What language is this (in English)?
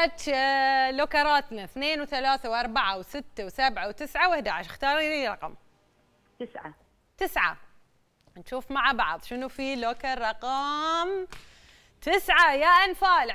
Gulf Arabic